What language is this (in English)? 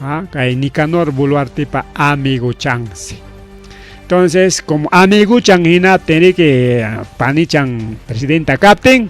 Ayacucho Quechua